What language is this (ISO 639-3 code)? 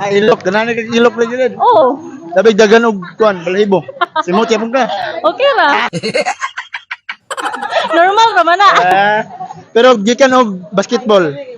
ceb